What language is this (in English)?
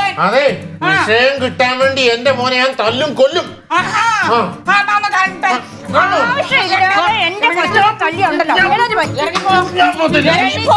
Malayalam